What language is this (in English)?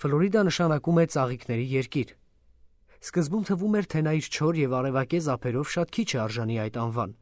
Armenian